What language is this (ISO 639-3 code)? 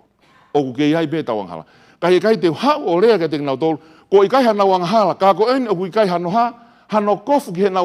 ton